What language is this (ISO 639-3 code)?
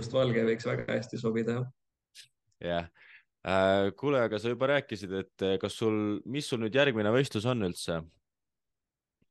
est